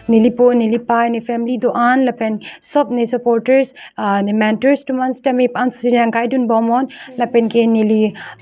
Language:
Karbi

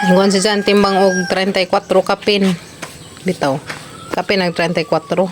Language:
Cebuano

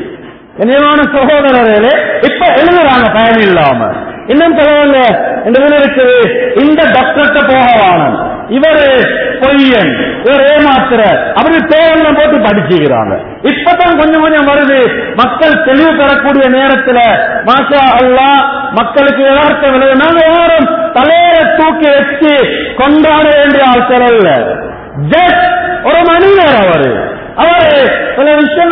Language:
Tamil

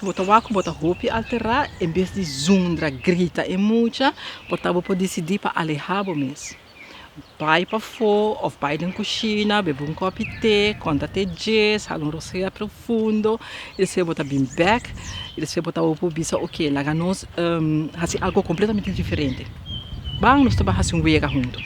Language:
Papiamento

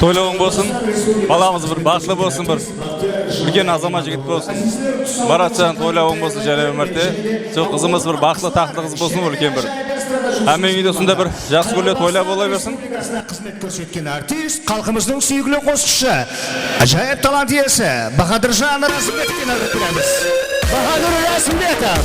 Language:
Kara-Kalpak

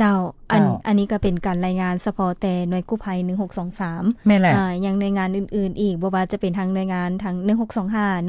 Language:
Lao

